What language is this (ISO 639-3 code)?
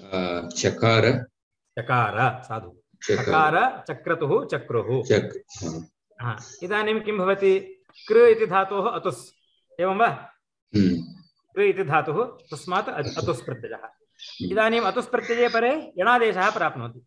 san